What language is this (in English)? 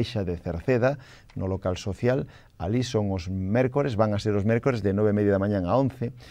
Galician